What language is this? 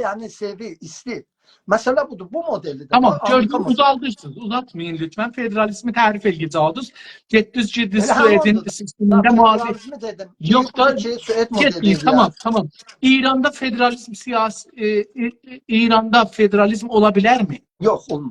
South Azerbaijani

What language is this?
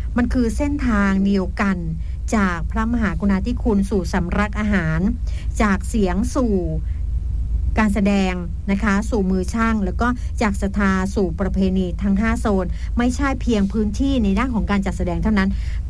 Thai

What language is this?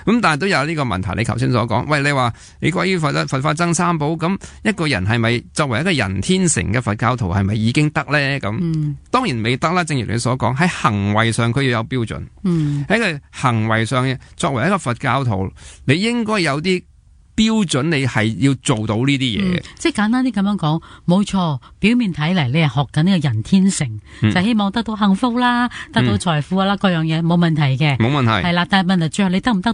Cantonese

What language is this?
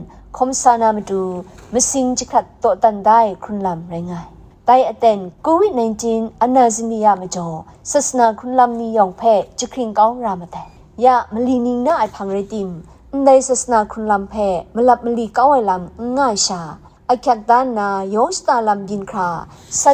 Kachin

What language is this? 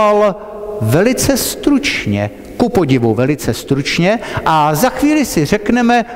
Czech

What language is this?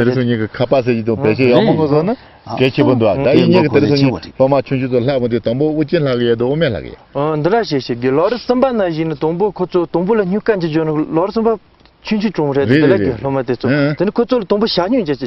Tibetan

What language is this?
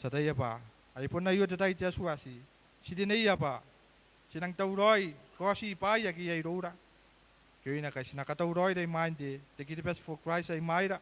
Gilbertese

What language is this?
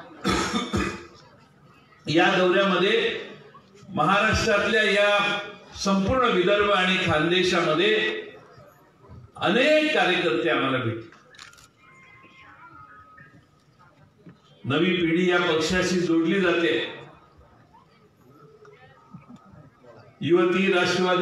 Marathi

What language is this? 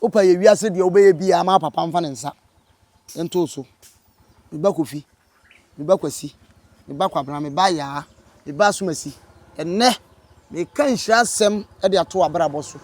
Akan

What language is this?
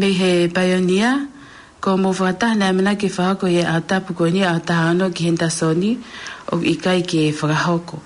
Tongan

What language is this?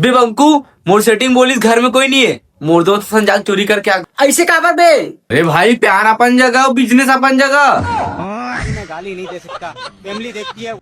Chhattisgarhi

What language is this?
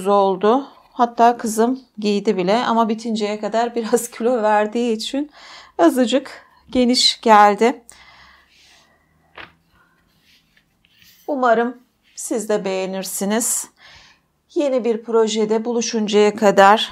Turkish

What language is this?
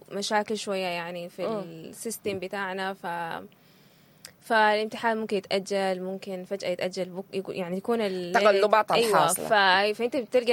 Sudanese Arabic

